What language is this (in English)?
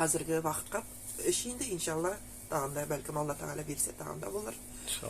Nogai